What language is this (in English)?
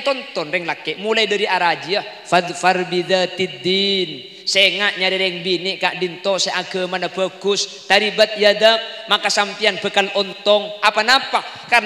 Madurese